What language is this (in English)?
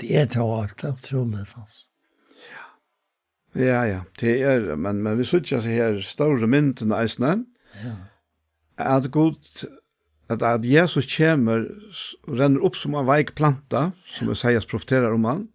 Faroese